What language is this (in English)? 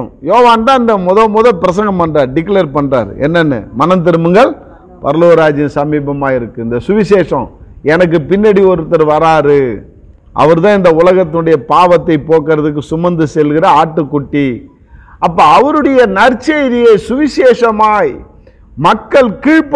Tamil